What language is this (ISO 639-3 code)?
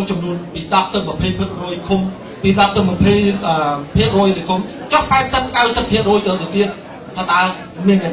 khm